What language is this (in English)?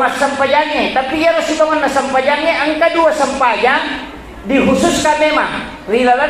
Buginese